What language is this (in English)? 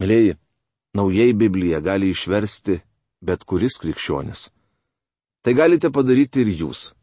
Lithuanian